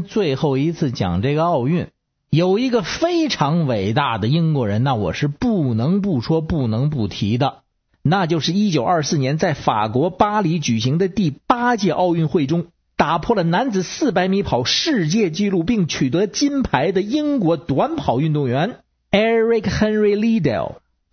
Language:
Chinese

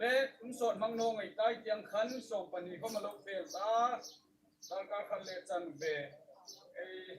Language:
Hmar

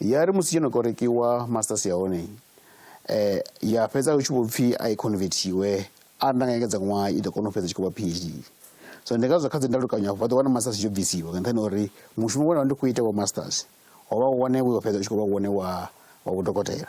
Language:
Venda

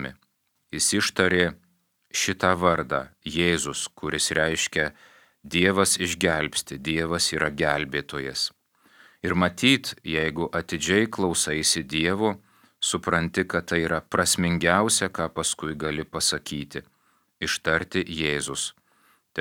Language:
Lithuanian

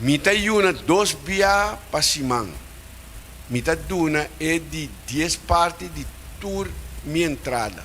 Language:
Papiamento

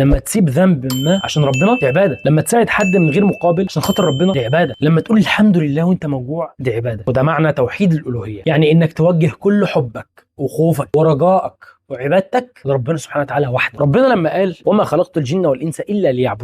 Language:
Egyptian Arabic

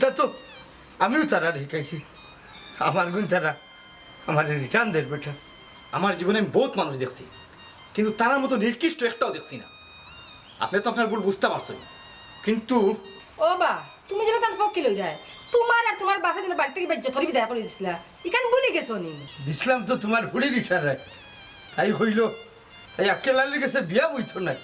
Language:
Sylheti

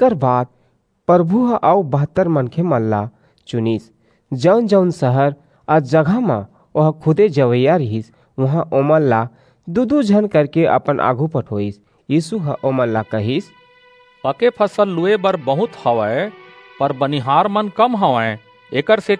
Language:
Chhattisgarhi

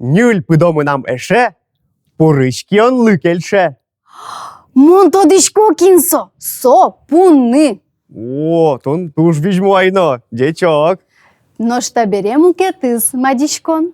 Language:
Udmurt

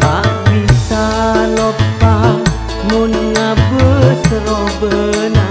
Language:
Madurese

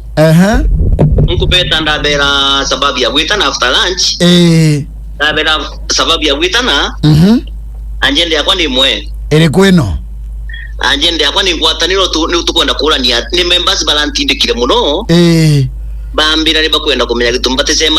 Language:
Meru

